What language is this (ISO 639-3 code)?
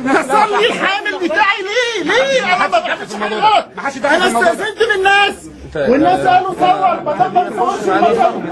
arz